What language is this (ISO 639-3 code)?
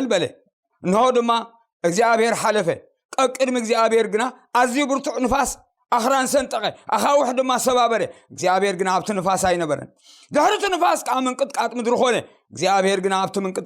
tir